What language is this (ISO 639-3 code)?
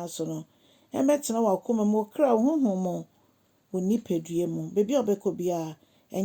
aka